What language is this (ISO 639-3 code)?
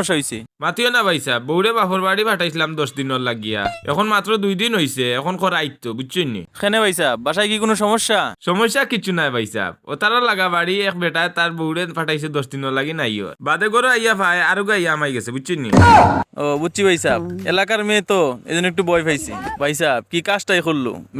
syl